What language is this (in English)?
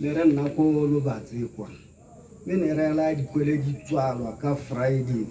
Tswana